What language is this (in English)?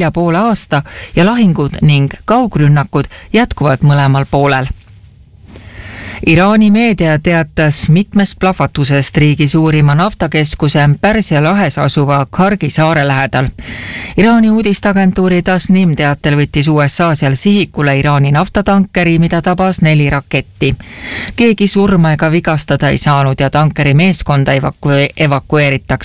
Estonian